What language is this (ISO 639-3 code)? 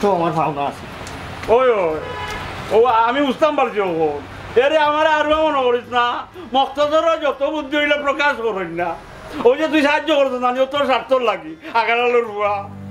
syl